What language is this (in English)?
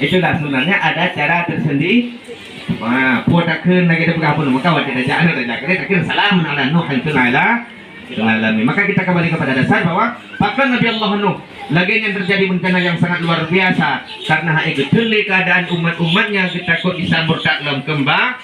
Achinese